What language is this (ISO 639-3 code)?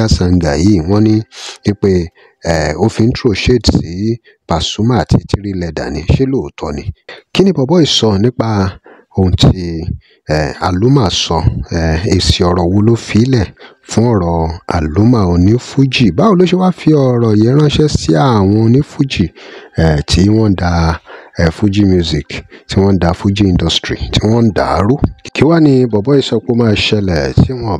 yor